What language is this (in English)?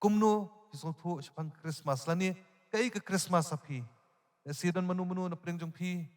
Khasi